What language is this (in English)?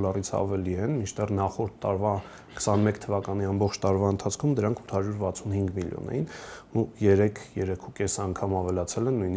Armenian